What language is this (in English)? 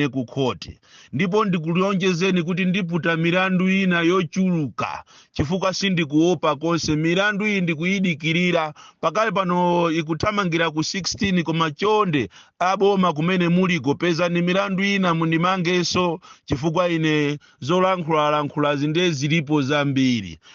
Nyanja